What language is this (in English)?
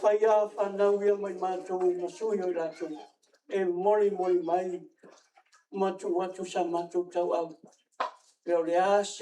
Samoan